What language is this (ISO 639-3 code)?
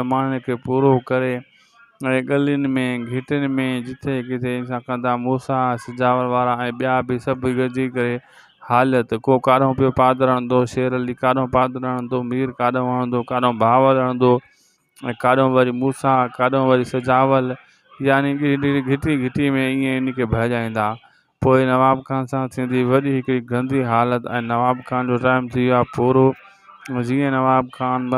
snd